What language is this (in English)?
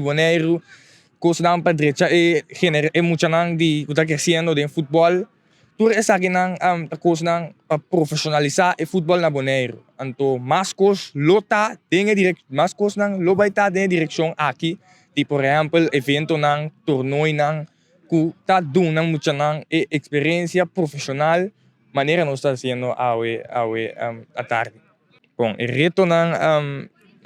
Papiamento